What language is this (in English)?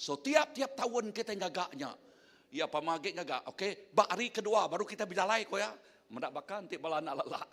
Iban